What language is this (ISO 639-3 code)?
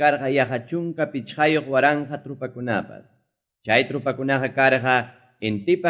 que